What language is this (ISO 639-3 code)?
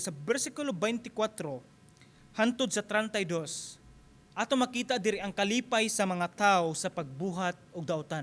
ceb